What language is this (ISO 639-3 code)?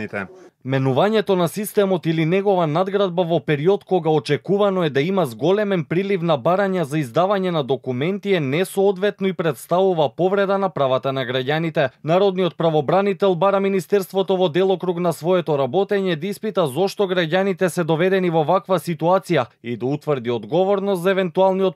mkd